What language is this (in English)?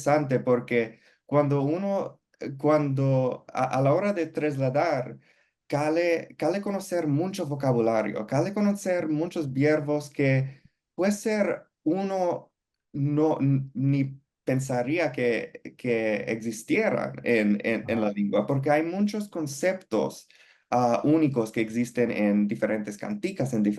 Ladino